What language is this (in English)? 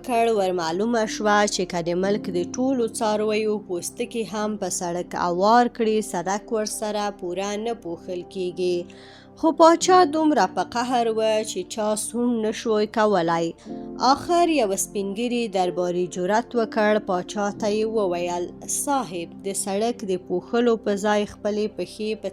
Pashto